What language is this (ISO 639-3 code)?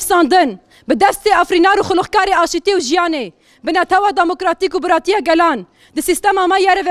kur